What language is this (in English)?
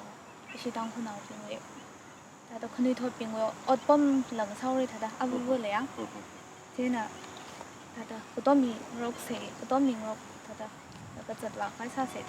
Tangkhul Naga (India)